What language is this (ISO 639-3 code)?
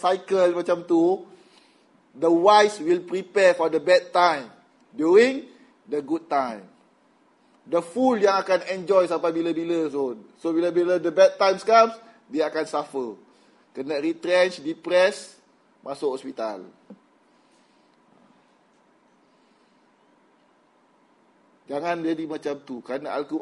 msa